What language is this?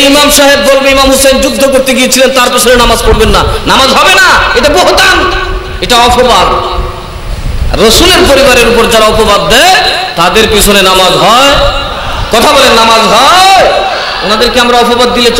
Bangla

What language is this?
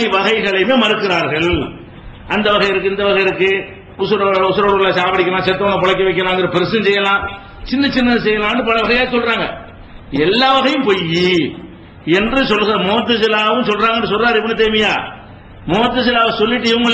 Tamil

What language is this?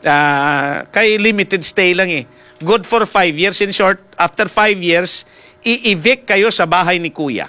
Hiligaynon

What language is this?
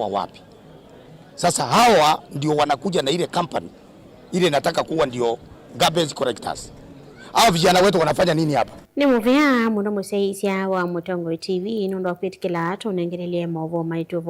Kamba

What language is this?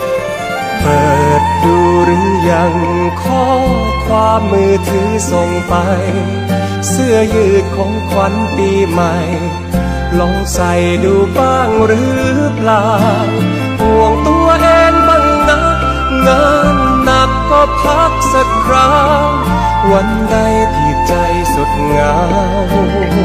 Thai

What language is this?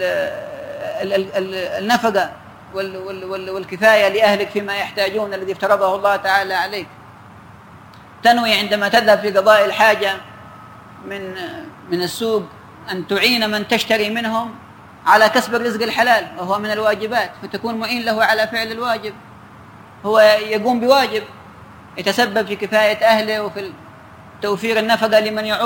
Arabic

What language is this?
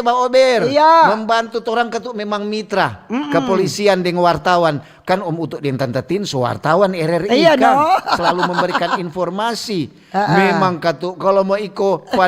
Manado Malay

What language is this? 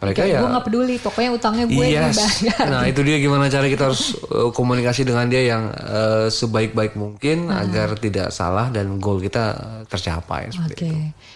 Indonesian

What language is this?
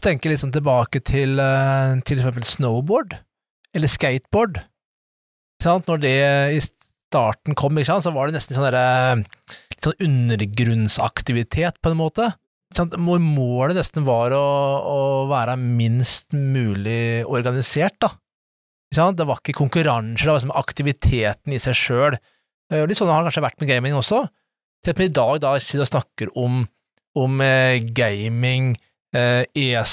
Norwegian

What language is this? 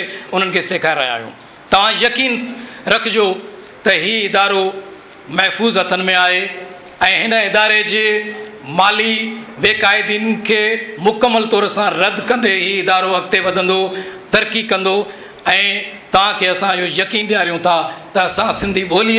Sindhi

